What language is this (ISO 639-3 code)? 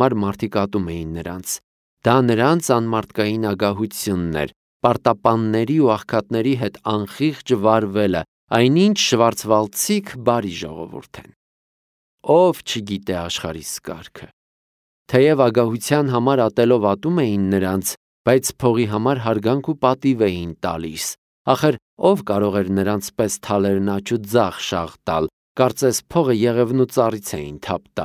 hye